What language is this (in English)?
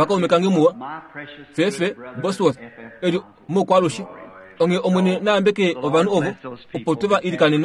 Kuanyama